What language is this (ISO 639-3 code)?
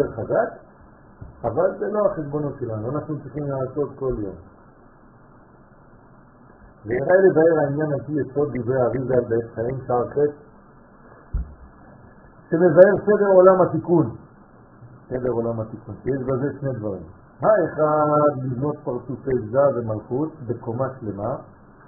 heb